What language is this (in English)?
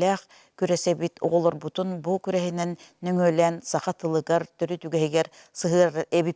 Yakut